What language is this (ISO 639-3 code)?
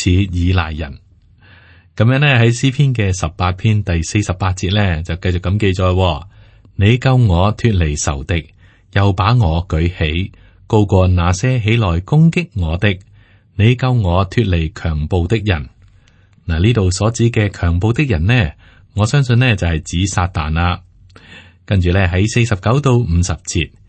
yue